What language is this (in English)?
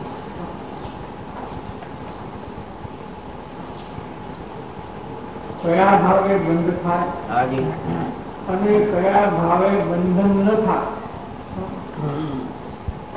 Gujarati